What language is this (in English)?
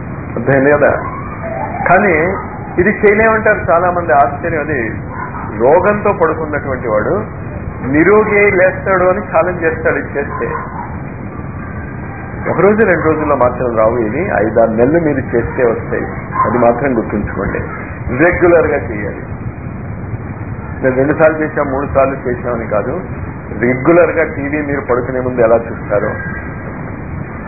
Telugu